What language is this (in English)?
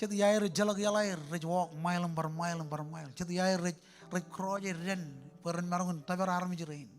Marshallese